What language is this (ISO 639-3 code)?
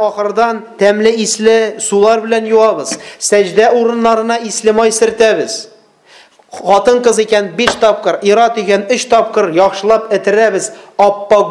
tat